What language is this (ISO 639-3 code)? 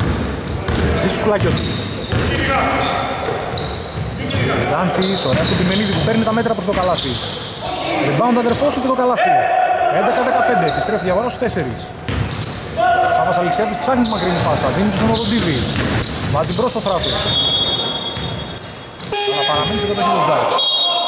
ell